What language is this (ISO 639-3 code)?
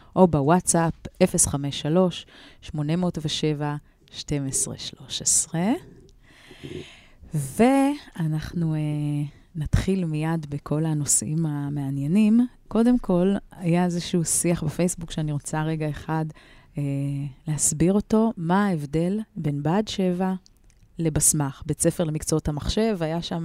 heb